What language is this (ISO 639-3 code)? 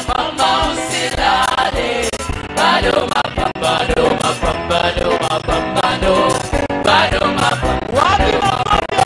swa